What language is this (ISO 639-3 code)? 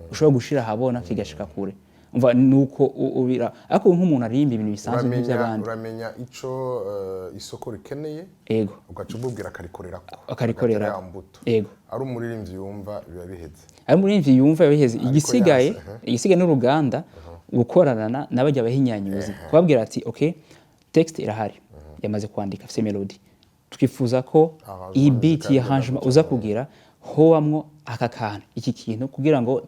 run